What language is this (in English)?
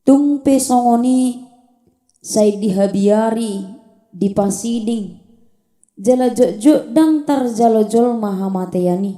Batak Toba